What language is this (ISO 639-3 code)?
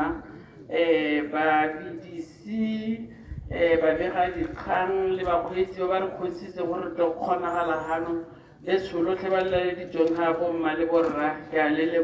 tsn